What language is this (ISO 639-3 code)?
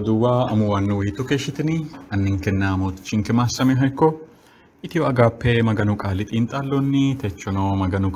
sid